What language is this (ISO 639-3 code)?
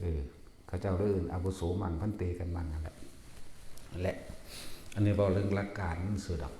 tts